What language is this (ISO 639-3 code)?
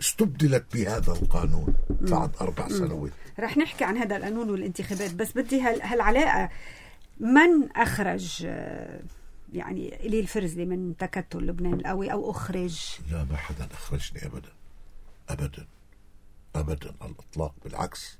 apc